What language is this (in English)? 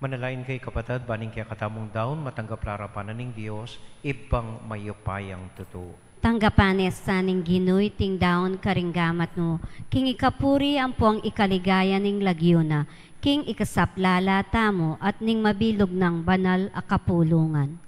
Pampanga